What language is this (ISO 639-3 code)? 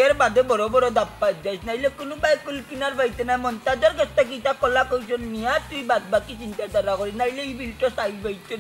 syl